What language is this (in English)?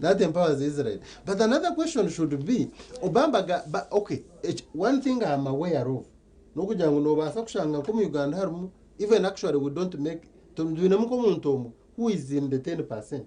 Nyankole